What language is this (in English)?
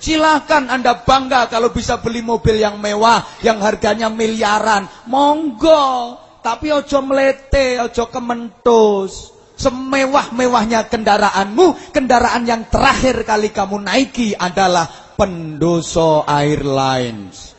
Javanese